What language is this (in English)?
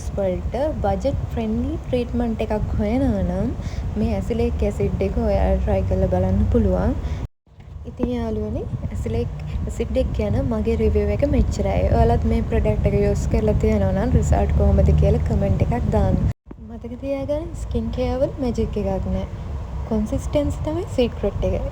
Sinhala